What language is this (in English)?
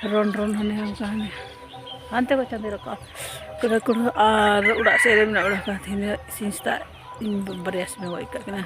Santali